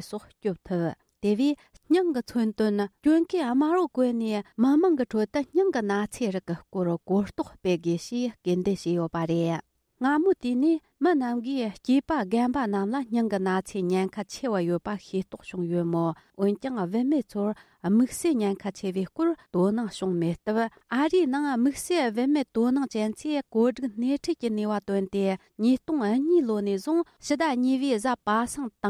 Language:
Tibetan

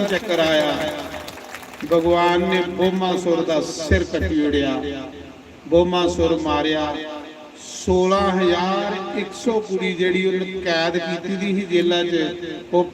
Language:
Dogri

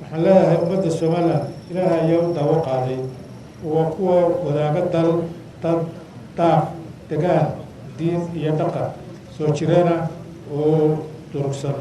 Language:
Somali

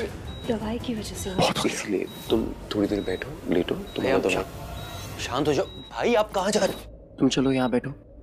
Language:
Hindi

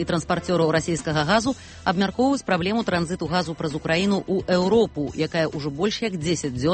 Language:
Belarusian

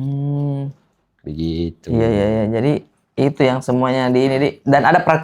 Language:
Makassar Malay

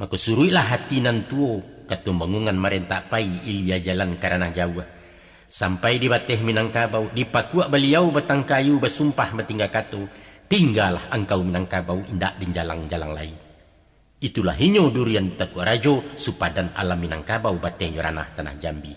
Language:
Minangkabau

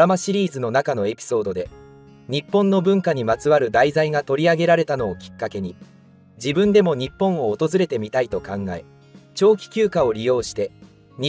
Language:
Japanese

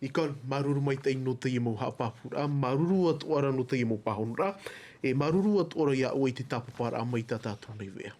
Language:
Tahitian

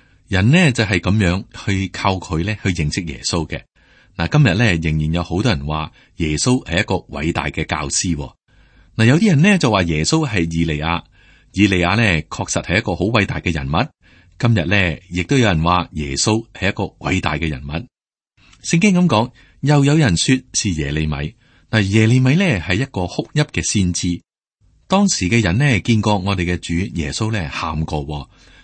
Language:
Cantonese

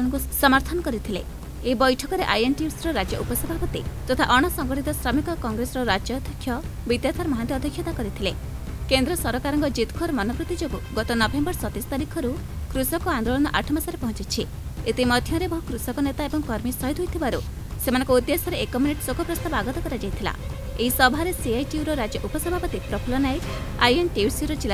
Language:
Odia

